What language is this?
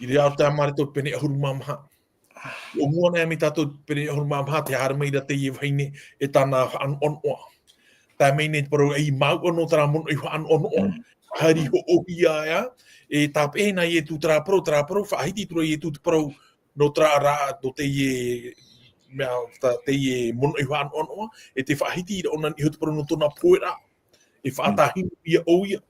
Tahitian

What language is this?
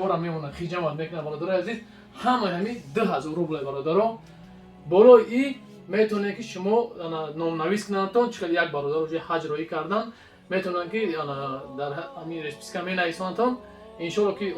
Tajik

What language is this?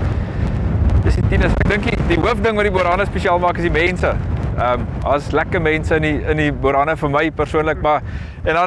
Afrikaans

